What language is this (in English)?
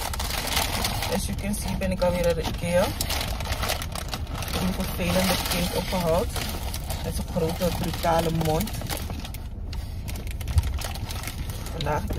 Dutch